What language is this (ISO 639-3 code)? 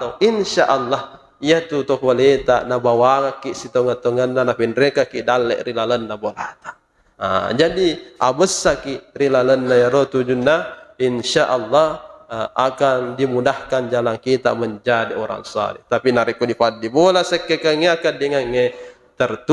bug